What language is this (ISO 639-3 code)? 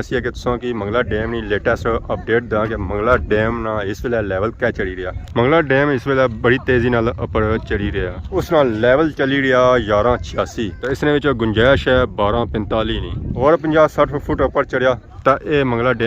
phr